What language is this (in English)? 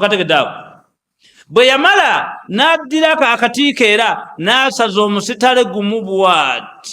Ganda